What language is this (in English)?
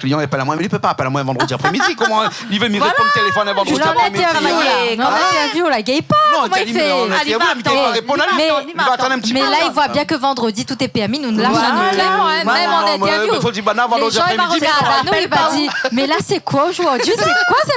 Réunion Creole French